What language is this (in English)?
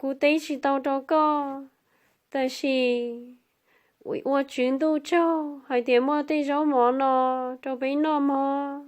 Hmong